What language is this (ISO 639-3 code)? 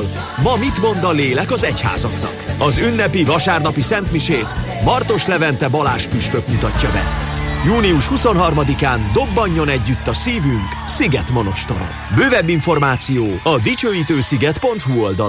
hun